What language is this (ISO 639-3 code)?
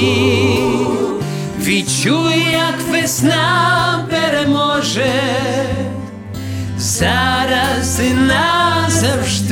ukr